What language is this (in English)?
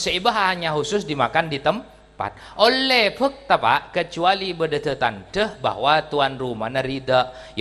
Madurese